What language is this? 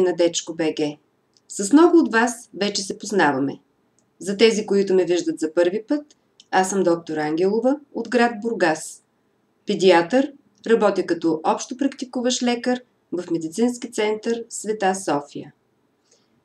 Bulgarian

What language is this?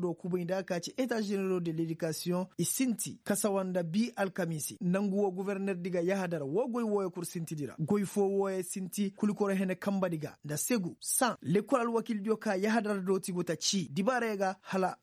Koyraboro Senni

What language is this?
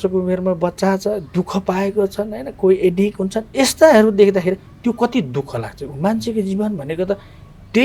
Nepali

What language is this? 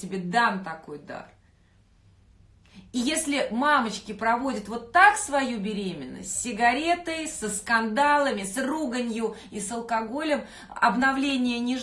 Russian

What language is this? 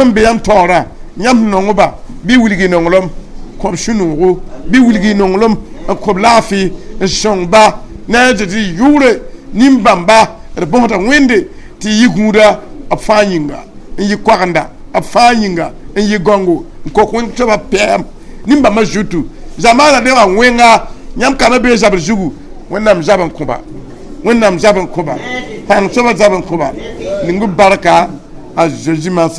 Mossi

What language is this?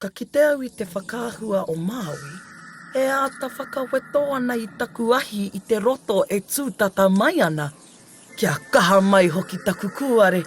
Māori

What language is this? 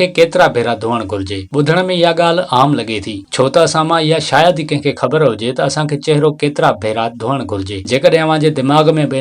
Sindhi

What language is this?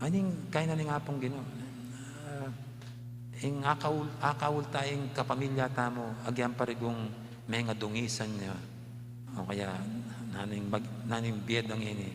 Pampanga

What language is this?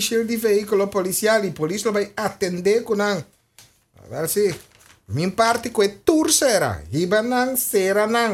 Papiamento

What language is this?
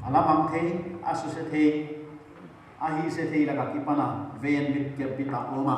Paite Chin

